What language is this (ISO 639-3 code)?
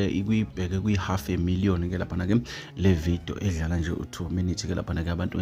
zul